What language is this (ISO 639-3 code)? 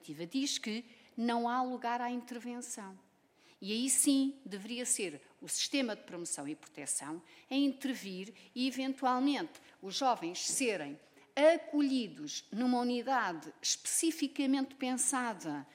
por